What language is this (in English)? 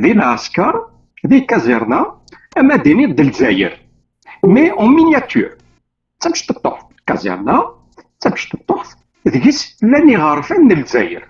Kabyle